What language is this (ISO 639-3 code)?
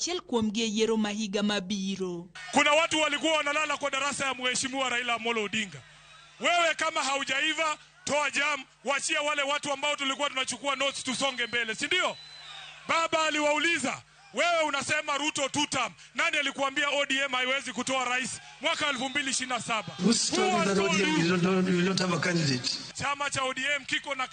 luo